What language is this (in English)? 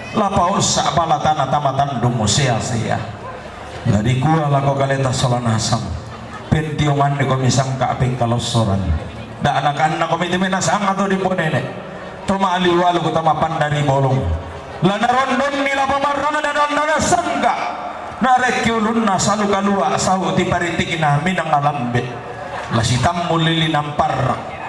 Toraja-Sa'dan